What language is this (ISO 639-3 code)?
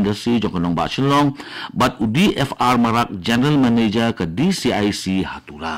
kha